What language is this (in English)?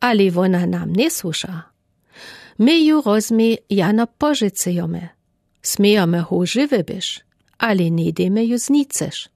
Lower Sorbian